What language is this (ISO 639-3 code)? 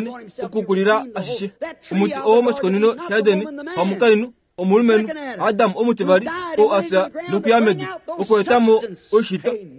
kua